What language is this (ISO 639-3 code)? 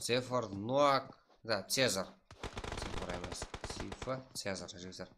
kaa